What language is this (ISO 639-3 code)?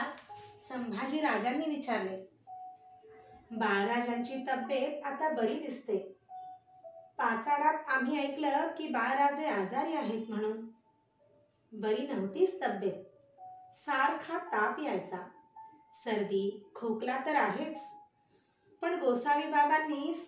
mar